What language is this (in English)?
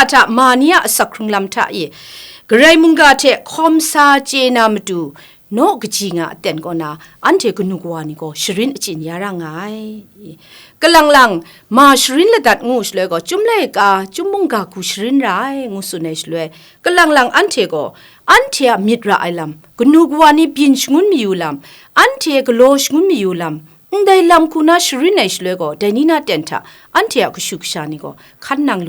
Kachin